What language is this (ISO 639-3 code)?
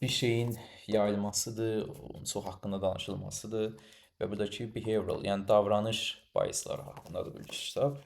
aze